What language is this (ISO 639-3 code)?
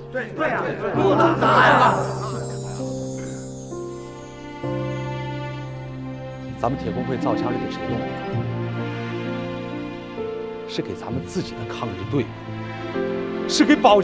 zho